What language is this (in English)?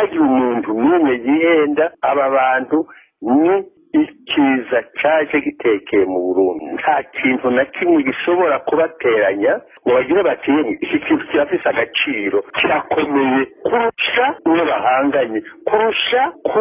Rundi